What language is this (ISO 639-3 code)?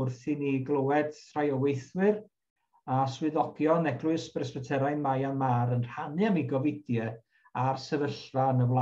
cym